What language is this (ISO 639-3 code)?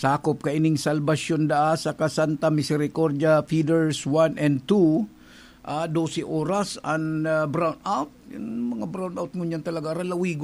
bik